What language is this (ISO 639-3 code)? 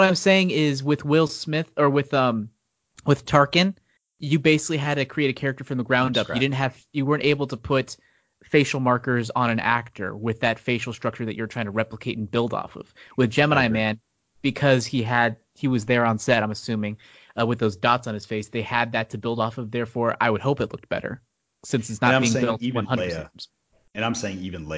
eng